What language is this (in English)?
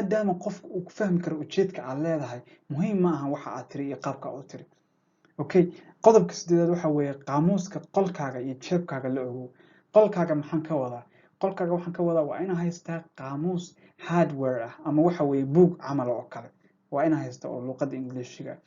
Somali